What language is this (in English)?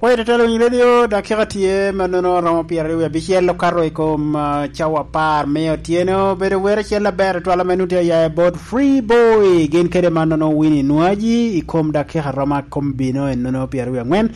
Lango (Uganda)